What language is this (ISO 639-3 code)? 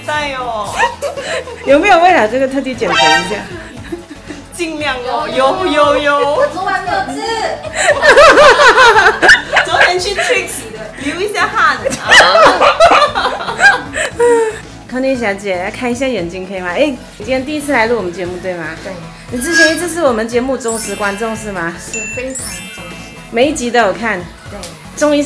zho